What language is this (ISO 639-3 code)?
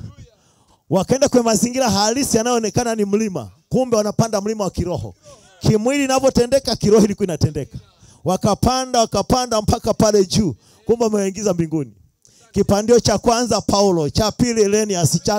swa